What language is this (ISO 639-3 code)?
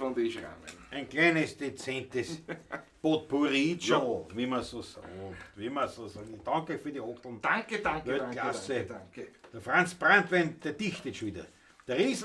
bar